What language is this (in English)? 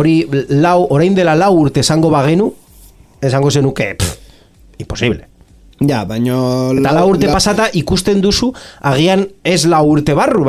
Basque